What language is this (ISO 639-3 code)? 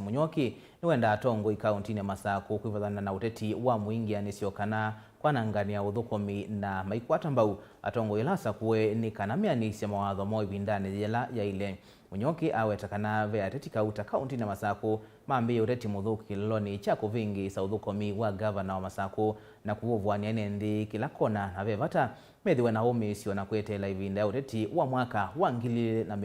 kam